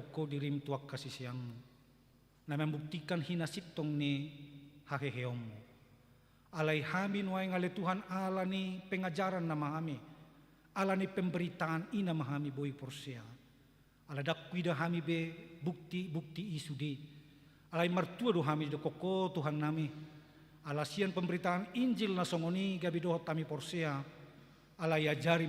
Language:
Batak Toba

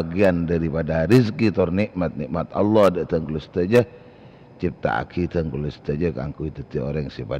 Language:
Madurese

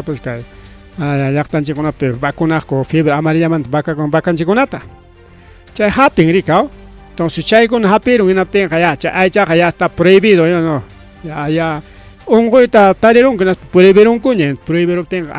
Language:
Ayacucho Quechua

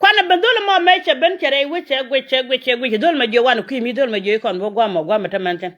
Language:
Nuer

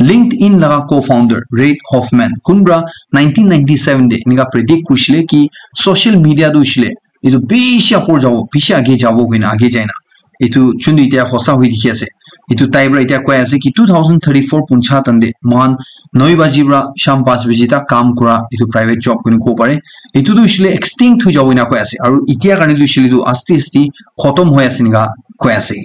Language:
Naga Pidgin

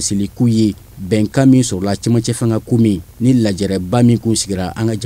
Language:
Bambara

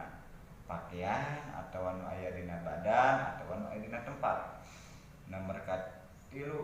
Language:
Sundanese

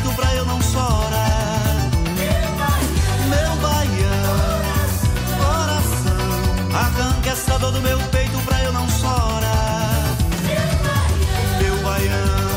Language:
Portuguese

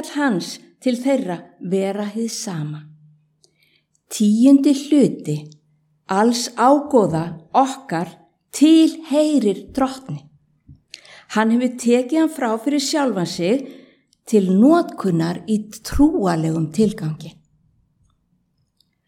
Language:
Icelandic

